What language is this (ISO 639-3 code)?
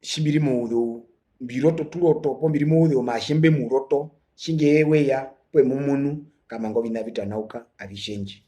her